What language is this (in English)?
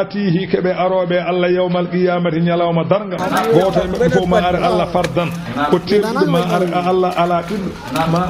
Fula